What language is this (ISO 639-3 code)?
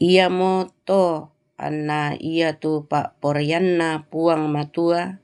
sda